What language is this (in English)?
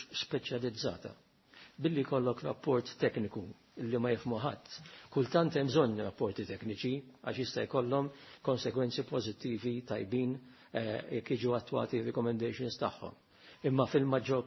Maltese